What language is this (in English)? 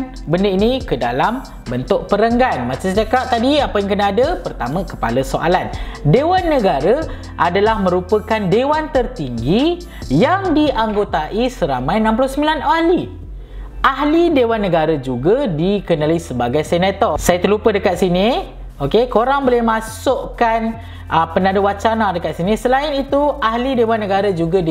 Malay